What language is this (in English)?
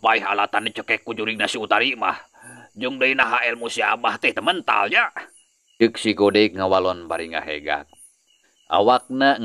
Sundanese